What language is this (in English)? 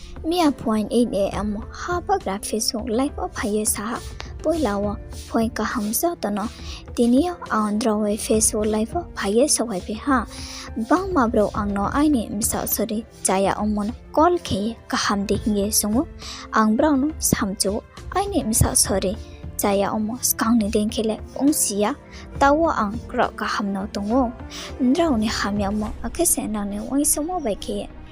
Riang (India)